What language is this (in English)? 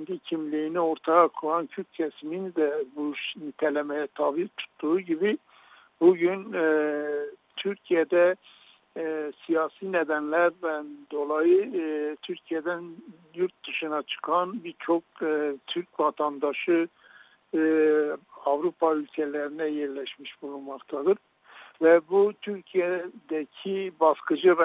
Turkish